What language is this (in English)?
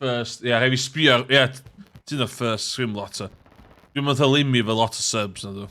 Welsh